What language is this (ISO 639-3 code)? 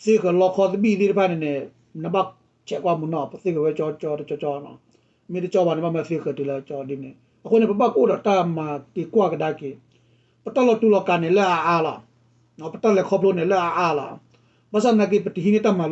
ksw